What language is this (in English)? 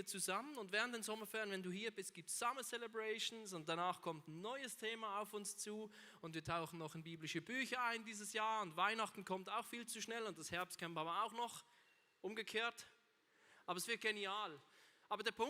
Swiss German